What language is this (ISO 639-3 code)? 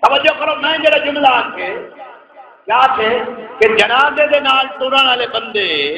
skr